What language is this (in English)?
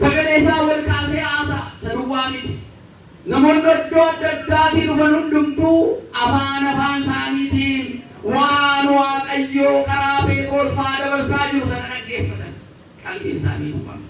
Oromo